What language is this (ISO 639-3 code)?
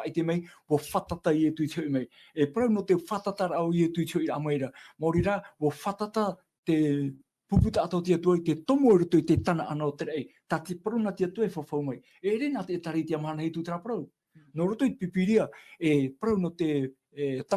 tah